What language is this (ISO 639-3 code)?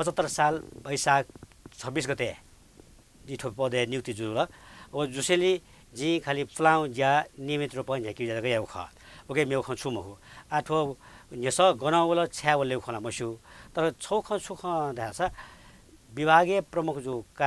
new